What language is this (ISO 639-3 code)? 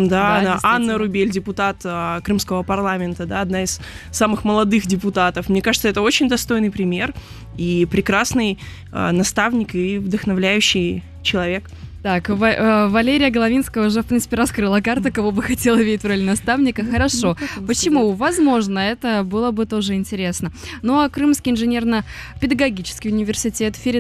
rus